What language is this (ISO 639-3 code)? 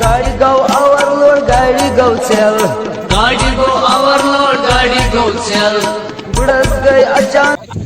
kas